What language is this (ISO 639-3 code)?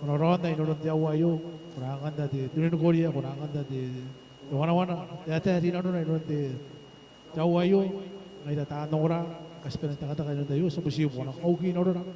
gil